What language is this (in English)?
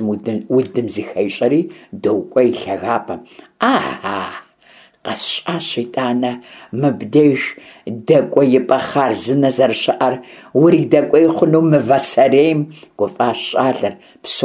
Kabardian